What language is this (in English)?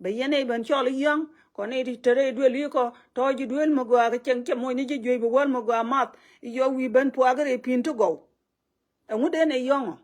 Nuer